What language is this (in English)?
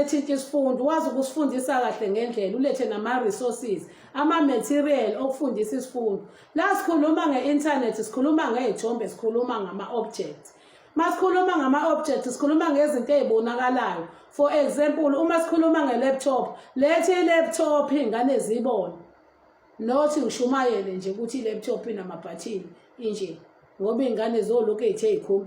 Zulu